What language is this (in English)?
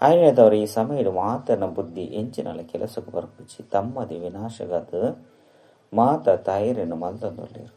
Tulu